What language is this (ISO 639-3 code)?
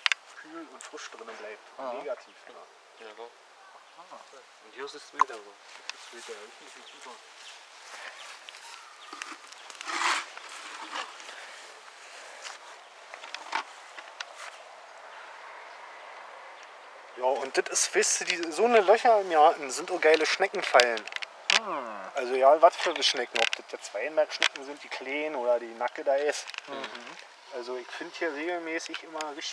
deu